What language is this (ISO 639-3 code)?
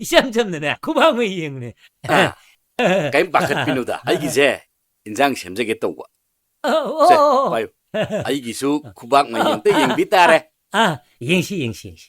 mni